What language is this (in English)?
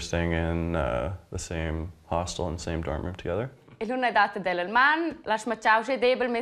Romansh